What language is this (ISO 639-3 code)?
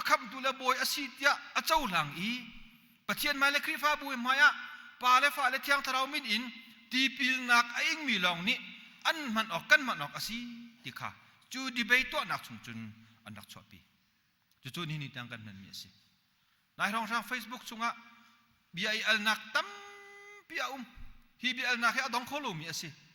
cnh